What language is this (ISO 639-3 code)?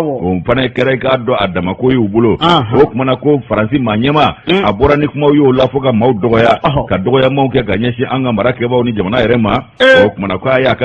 bam